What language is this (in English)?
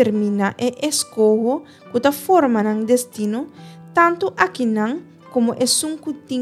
Papiamento